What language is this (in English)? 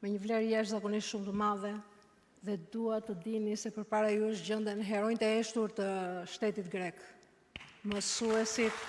Albanian